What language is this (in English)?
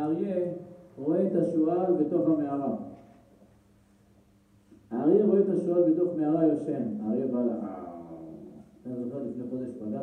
Hebrew